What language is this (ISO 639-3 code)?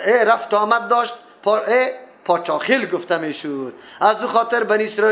fas